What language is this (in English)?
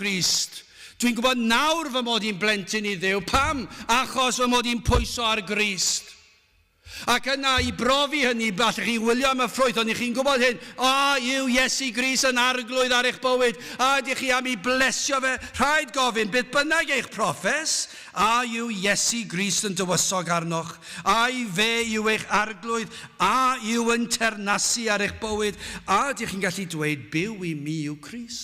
Welsh